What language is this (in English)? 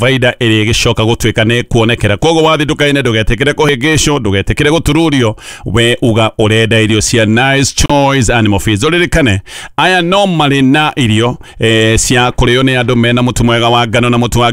Kikuyu